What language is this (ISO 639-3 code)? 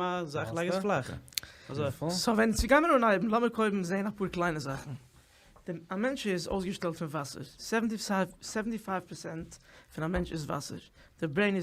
yid